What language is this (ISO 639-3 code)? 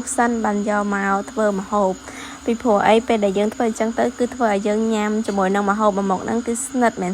khm